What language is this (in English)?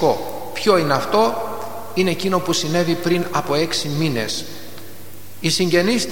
Greek